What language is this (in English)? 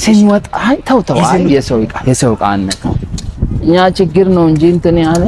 Amharic